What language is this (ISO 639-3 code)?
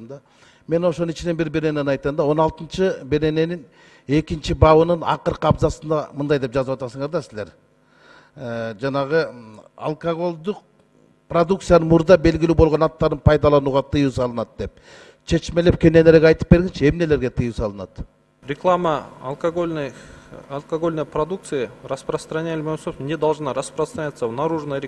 kir